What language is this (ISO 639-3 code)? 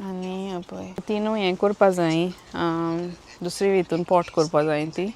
kok